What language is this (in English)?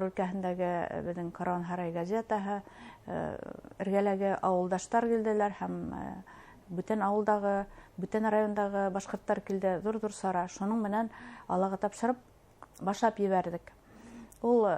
Bashkir